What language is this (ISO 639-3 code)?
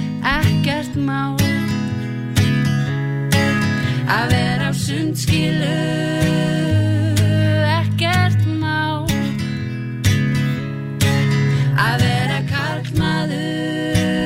isl